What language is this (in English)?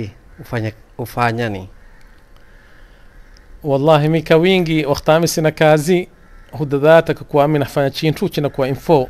Swahili